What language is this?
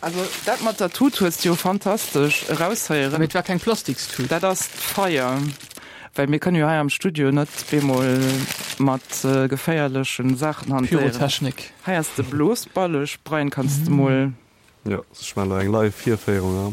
Luxembourgish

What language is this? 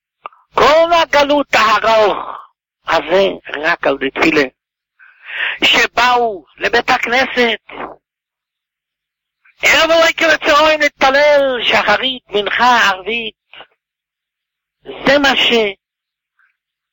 Hebrew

